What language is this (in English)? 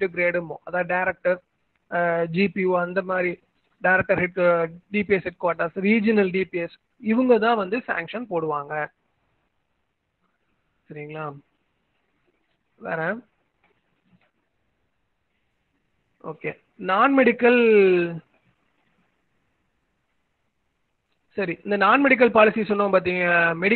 Tamil